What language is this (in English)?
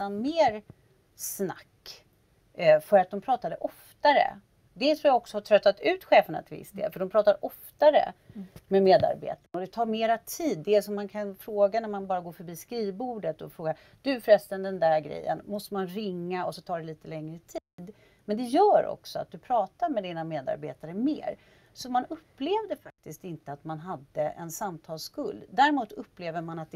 Swedish